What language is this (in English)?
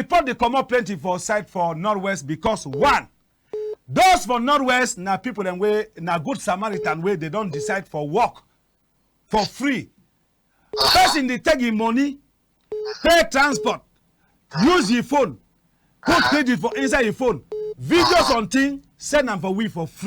Cameroon Pidgin